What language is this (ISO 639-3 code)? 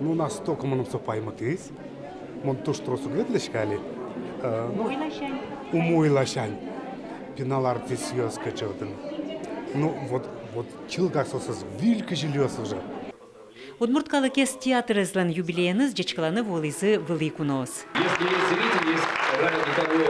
udm